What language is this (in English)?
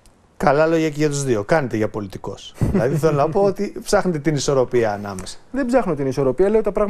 Greek